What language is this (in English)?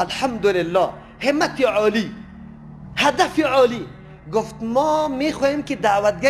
Persian